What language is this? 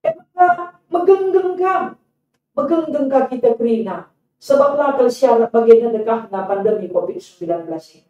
Batak Karo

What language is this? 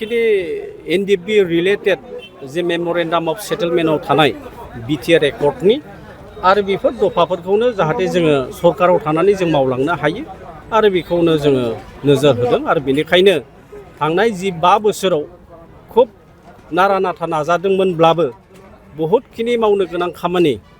Bodo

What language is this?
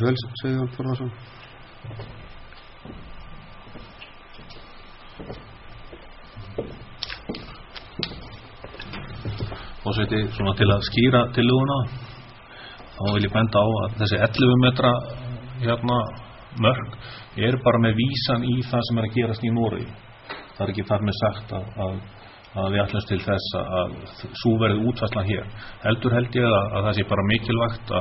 Icelandic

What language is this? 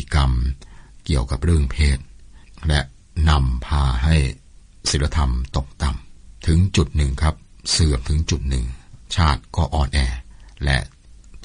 Thai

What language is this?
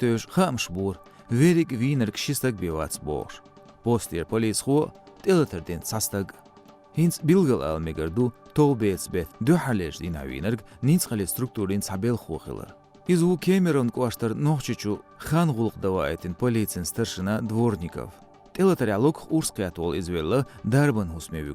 Chechen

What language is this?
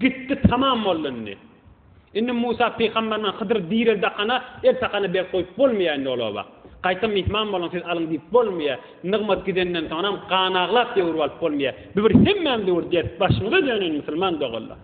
Turkmen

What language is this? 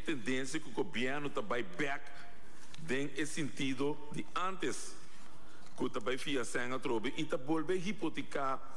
Papiamento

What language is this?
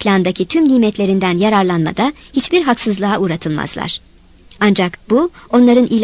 Turkish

